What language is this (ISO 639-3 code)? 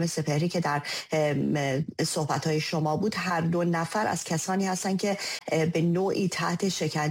fas